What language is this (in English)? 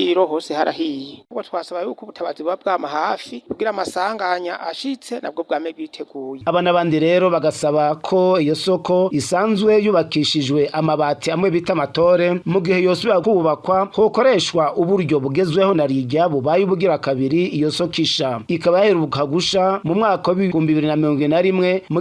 Rundi